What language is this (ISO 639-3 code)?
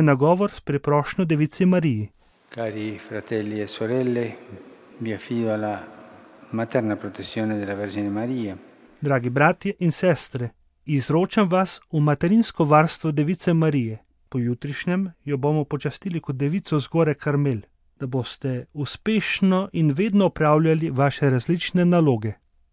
slv